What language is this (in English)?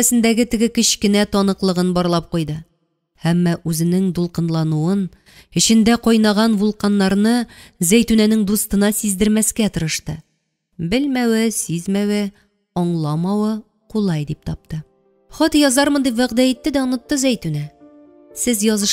Tatar